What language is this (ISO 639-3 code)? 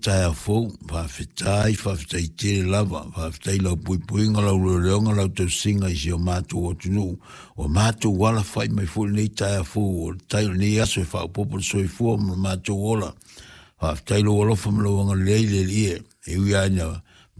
smo